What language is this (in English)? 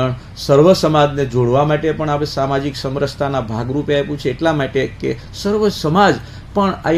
Gujarati